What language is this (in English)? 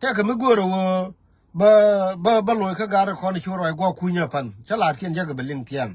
Nuer